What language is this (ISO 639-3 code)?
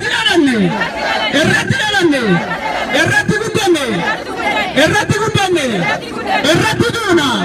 orm